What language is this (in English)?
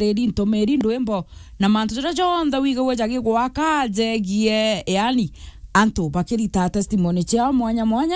Meru